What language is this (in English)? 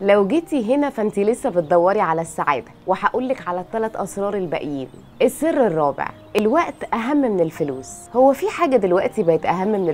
Egyptian Arabic